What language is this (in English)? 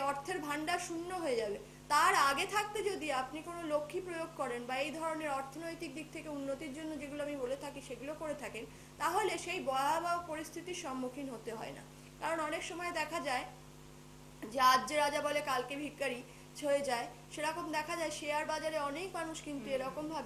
Bangla